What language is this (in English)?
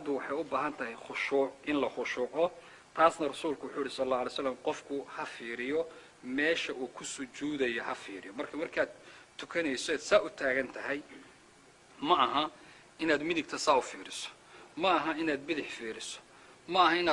Somali